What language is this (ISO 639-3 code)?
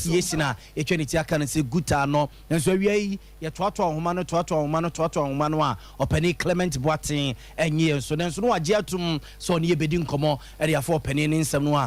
aka